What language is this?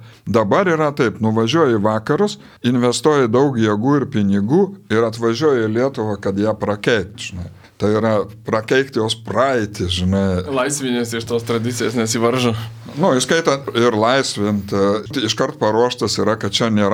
Lithuanian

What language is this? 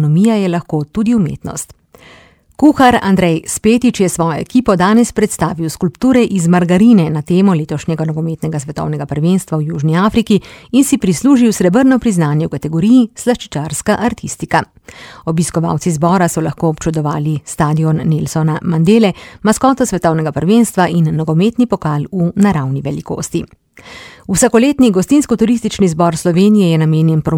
Slovenian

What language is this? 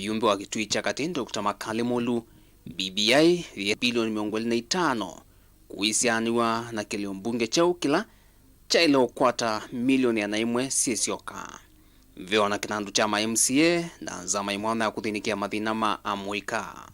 Kamba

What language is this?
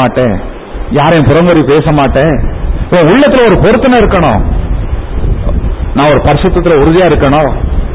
Tamil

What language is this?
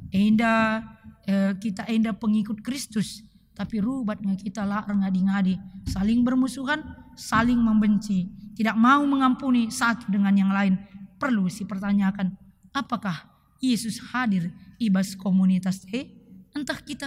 Batak Karo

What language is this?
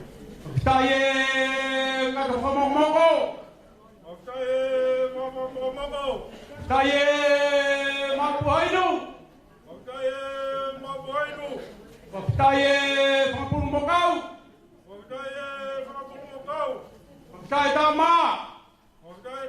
Tongan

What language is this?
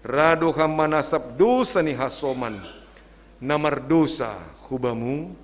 Batak Simalungun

